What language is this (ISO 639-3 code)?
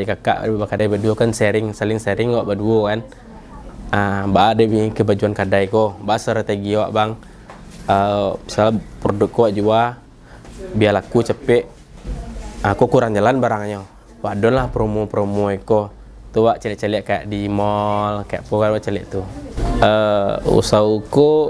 min